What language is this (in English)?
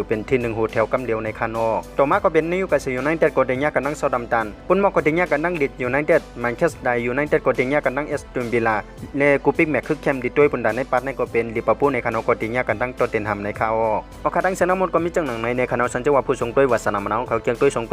Shan